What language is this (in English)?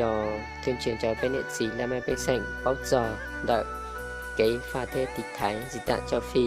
Hmong